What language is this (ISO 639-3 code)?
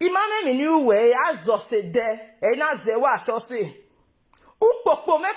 pcm